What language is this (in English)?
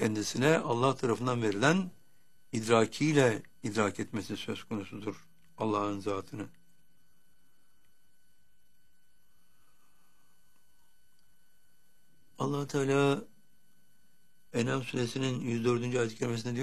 Turkish